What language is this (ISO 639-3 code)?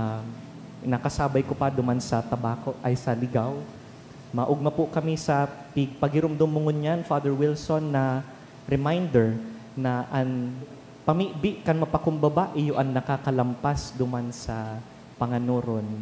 bik